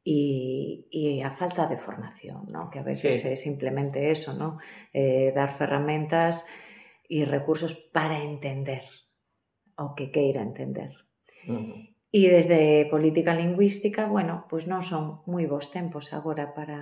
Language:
Galician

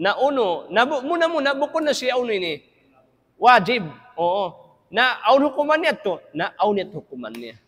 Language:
Tausug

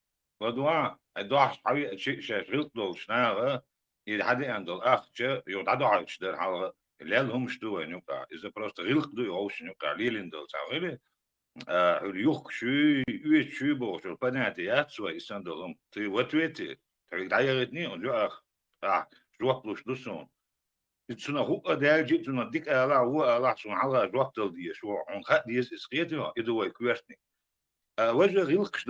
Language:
Chechen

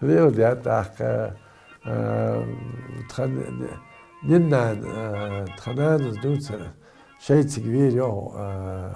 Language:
Ingush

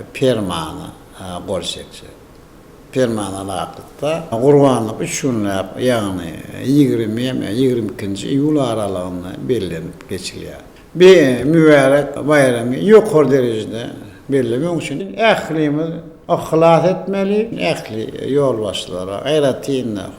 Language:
Turkmen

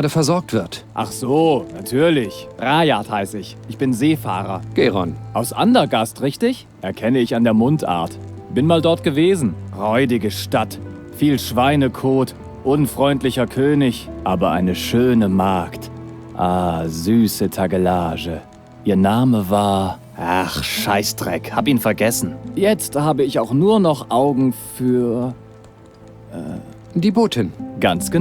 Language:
Bavarian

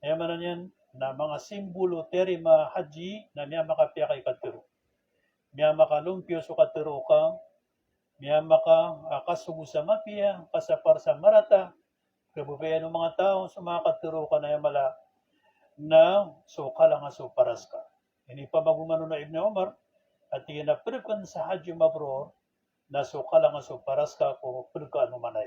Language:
Maranao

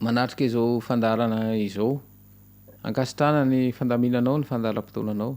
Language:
Malagasy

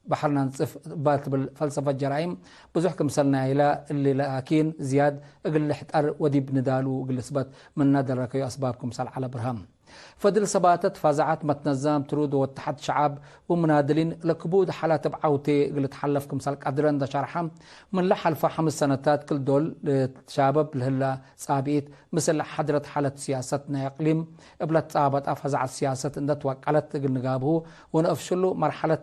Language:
Tigre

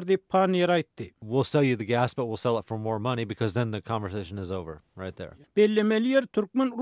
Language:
Turkmen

